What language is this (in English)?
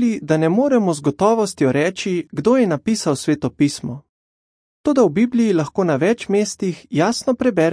Slovenian